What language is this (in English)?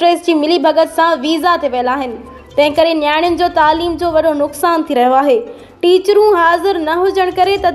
Sindhi